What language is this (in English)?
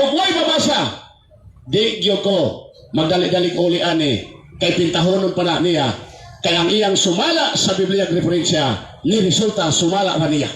Cebuano